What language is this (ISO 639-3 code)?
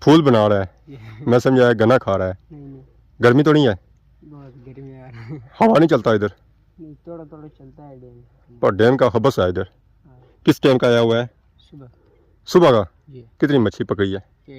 phr